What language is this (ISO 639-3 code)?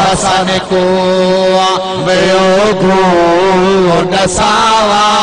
skr